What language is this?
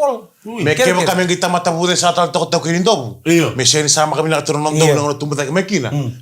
Fijian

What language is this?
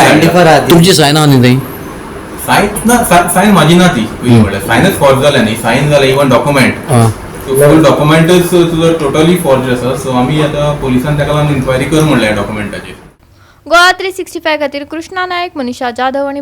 Konkani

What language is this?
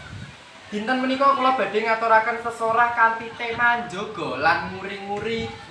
Javanese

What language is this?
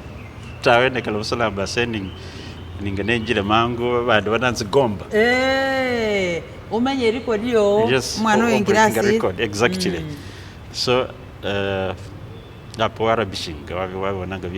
Masaaba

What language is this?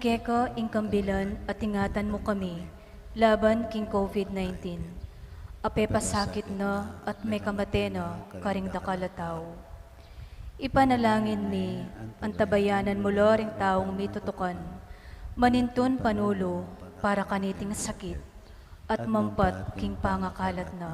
Pampanga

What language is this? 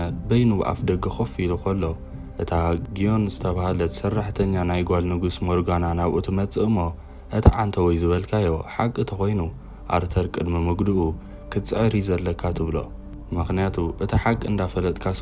Tigrinya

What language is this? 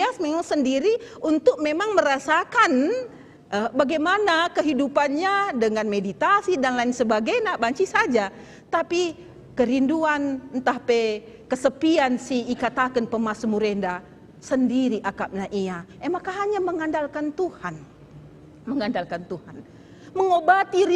Batak Karo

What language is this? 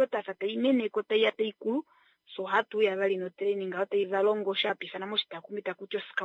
Kuanyama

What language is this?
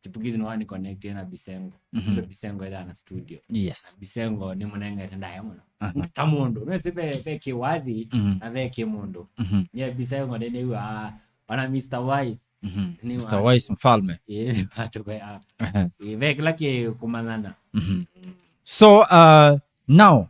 Kamba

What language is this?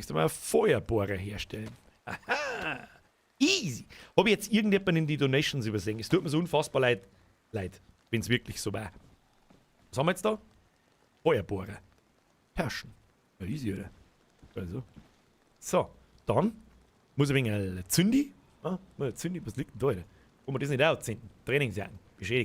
Bavarian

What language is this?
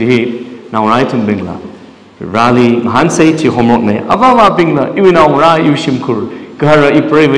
Tangkhul Naga (India)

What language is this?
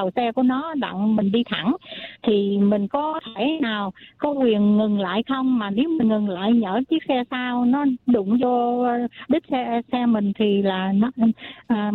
Vietnamese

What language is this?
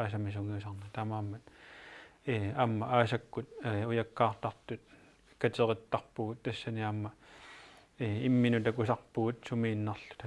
Kalaallisut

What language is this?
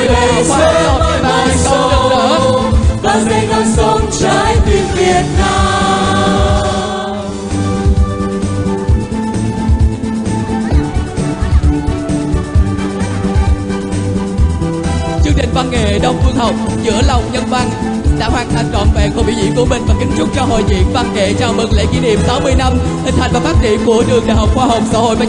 Vietnamese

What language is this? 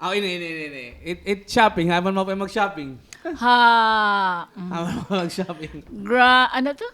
Waray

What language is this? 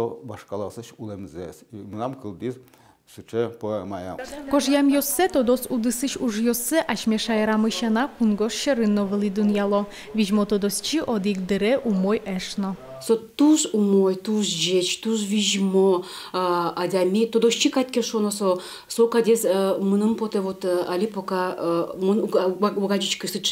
Udmurt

